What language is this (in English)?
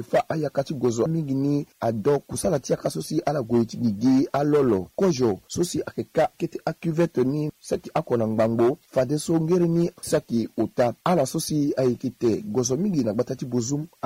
Sango